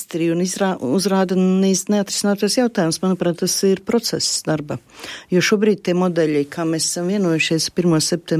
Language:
Latvian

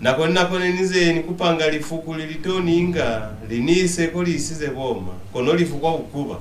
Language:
Lozi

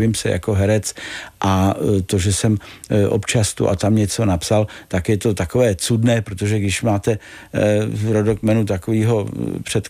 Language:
Czech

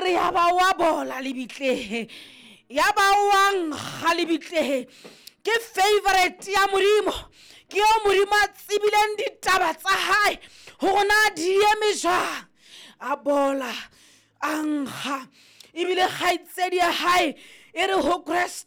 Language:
Southern Sotho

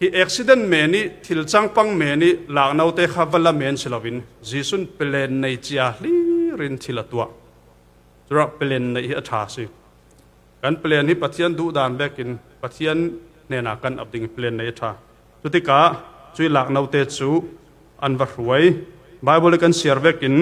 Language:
Falam Chin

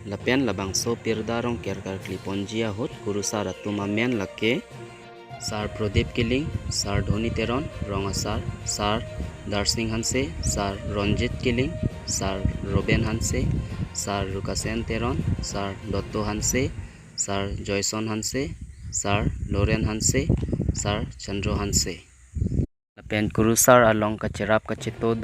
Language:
Karbi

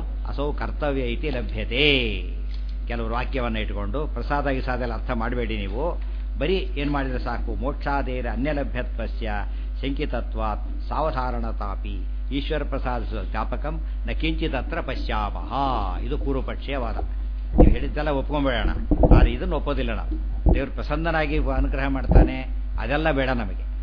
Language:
Kannada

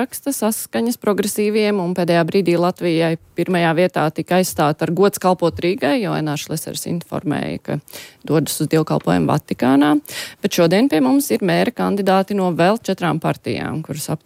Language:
Latvian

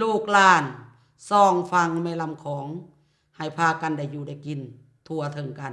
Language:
Lao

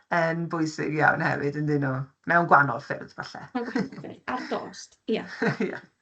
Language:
Welsh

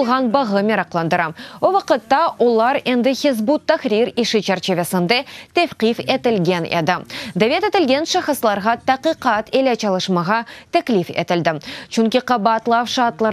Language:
Crimean Tatar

